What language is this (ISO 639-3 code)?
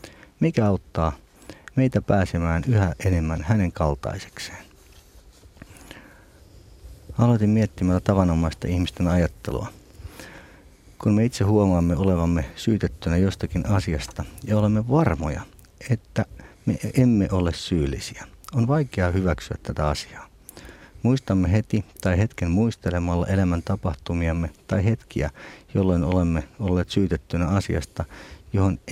fin